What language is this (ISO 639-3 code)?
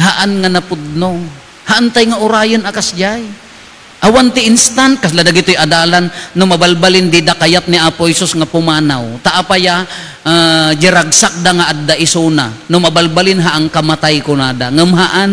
ilo